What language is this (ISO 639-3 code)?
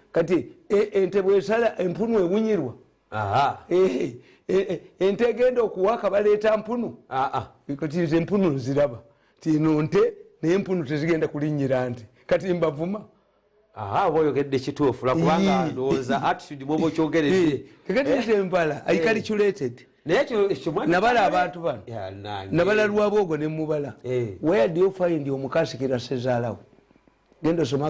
lug